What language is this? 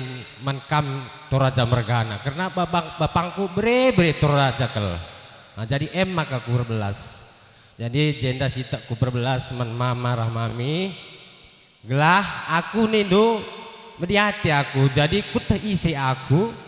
Batak Karo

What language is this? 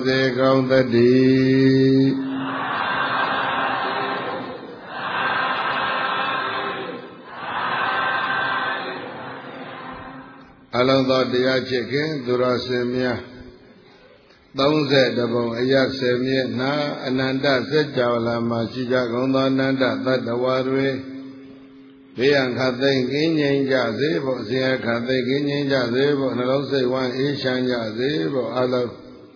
Burmese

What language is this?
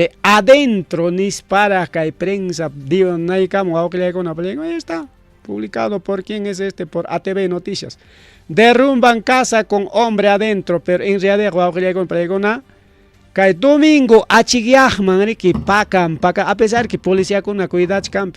Ayacucho Quechua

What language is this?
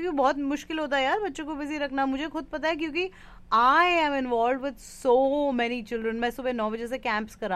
Hindi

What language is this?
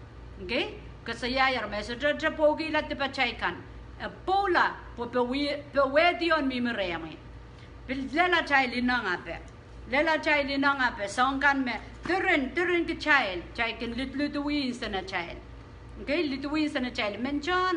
Pohnpeian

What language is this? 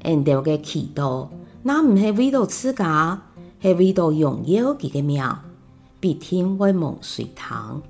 Hakka Chinese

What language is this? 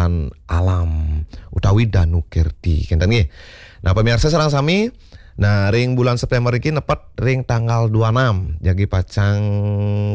Balinese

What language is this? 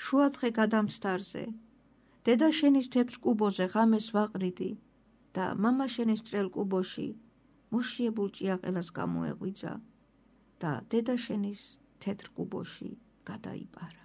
Georgian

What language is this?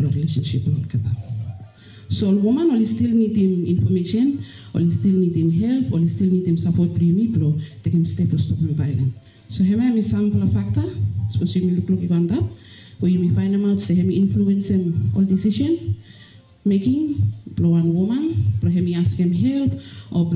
Bislama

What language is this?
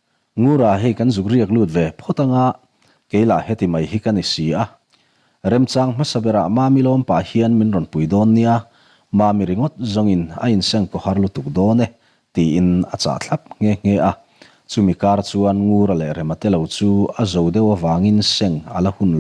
Mizo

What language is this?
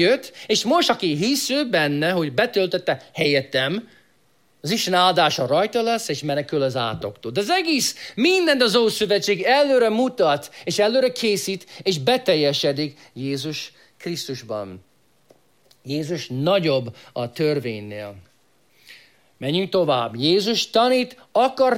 Hungarian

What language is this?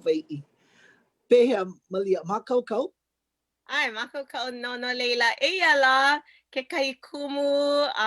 Hawaiian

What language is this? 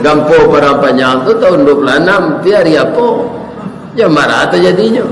Minangkabau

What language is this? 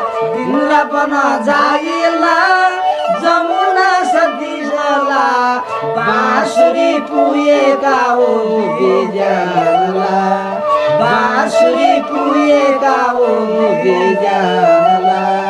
Newari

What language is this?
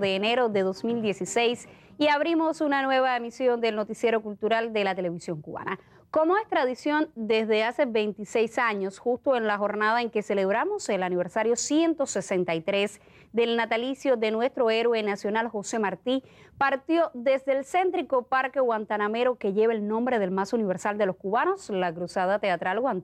Spanish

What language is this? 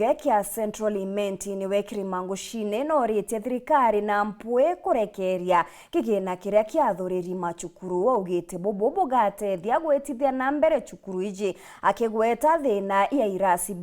Meru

